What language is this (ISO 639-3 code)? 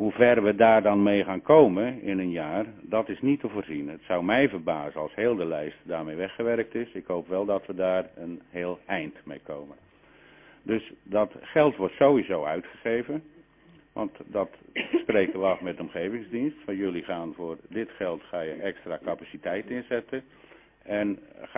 nld